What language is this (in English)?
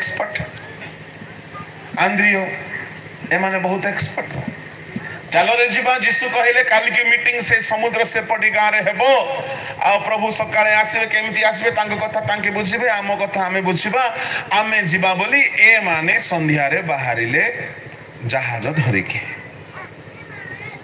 Odia